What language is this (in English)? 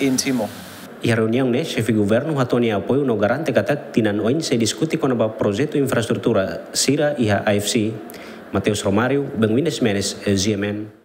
Tetum